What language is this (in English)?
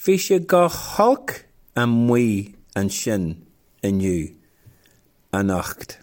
Irish